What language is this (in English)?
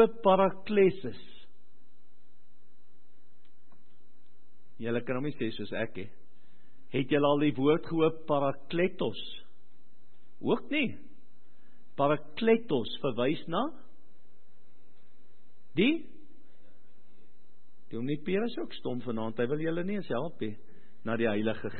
Afrikaans